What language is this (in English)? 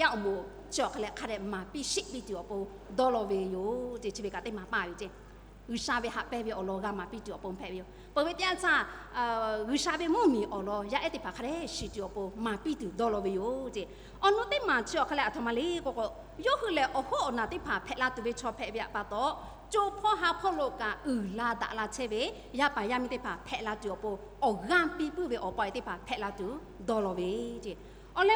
Lahu